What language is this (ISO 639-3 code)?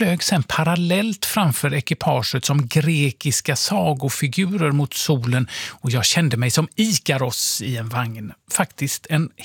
swe